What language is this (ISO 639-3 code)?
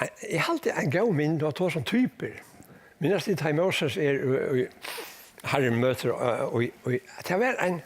fao